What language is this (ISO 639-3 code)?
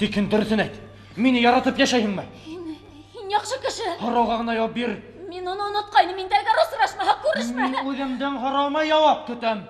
bak